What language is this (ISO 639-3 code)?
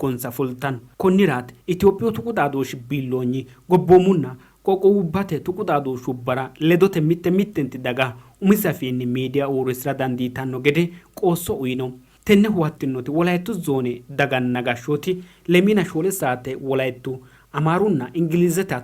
sid